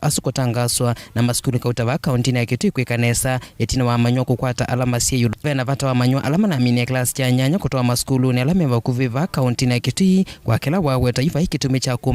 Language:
Kamba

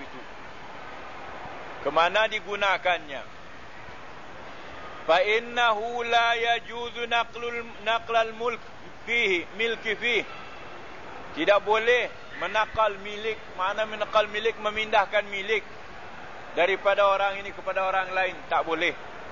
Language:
Malay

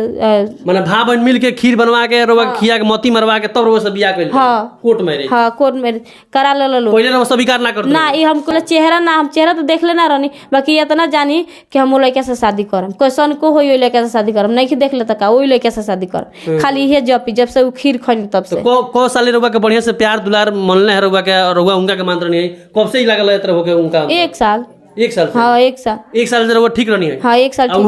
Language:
Bhojpuri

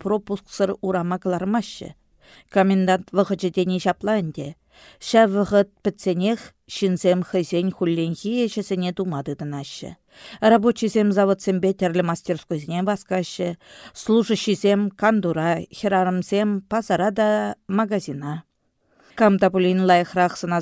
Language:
Chuvash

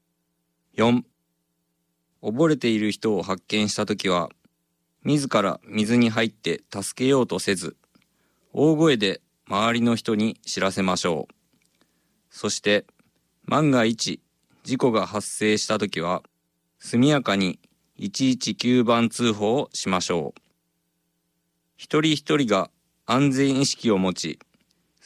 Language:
Japanese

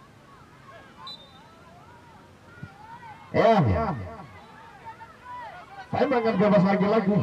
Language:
Indonesian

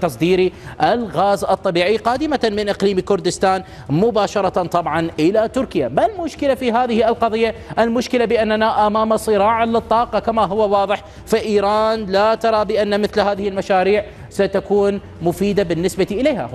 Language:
Arabic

